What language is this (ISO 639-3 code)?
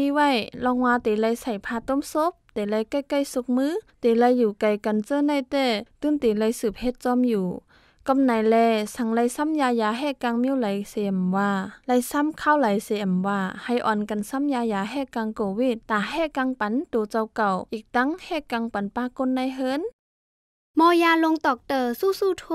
shn